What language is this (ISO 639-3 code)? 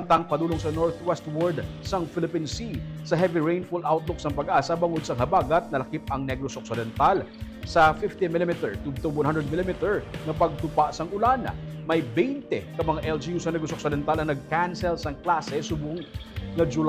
hil